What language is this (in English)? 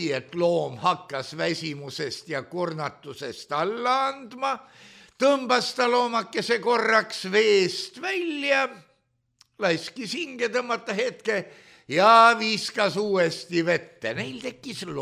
Estonian